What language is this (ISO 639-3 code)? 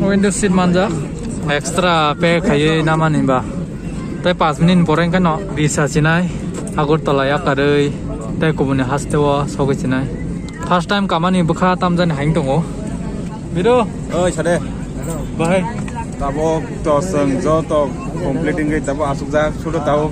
trp